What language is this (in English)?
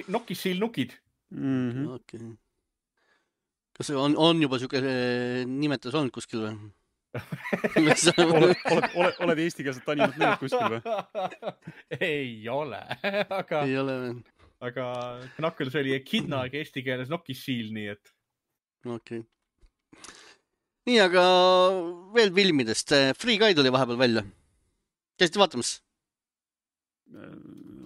Estonian